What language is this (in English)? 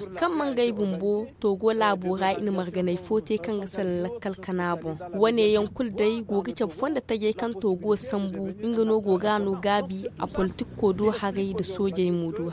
Zarma